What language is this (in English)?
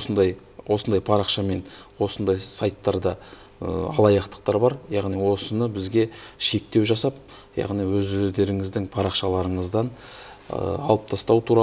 Kazakh